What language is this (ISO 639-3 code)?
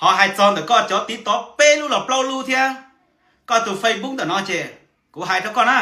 hmn